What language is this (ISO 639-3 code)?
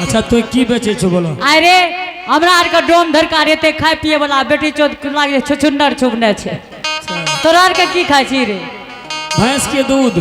anp